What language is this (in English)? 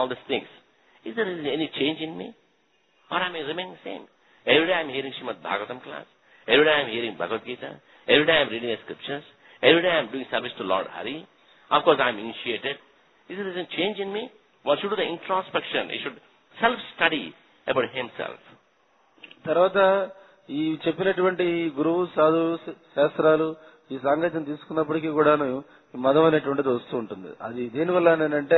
Telugu